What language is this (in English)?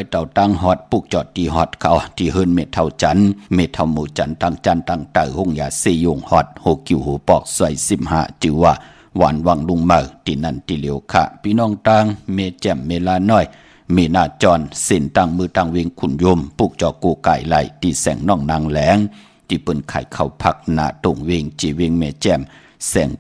Shan